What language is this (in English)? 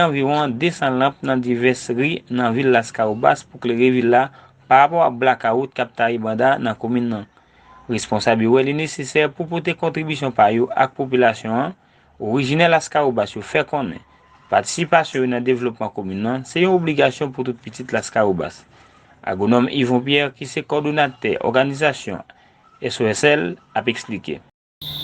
Haitian Creole